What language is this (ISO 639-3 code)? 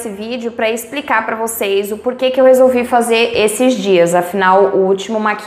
por